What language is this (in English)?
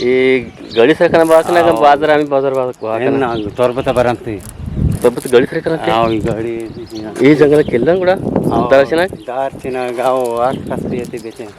Eastern Balochi